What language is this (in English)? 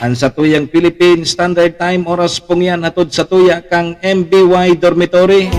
Bikol